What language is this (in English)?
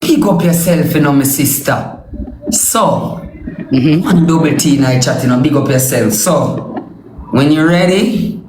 Jamaican Creole English